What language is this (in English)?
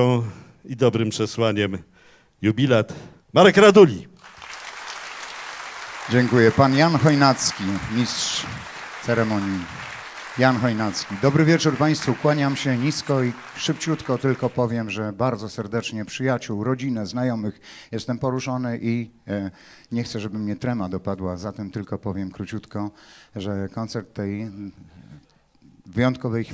Polish